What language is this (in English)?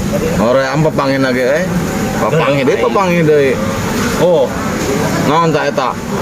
Sundanese